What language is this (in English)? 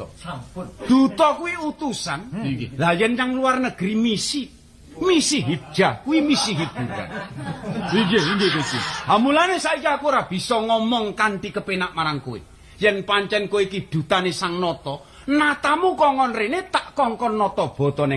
Javanese